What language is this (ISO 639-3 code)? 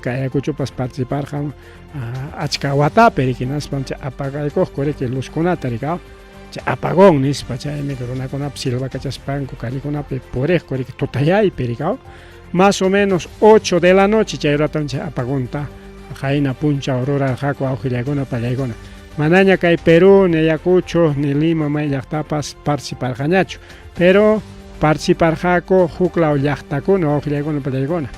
quy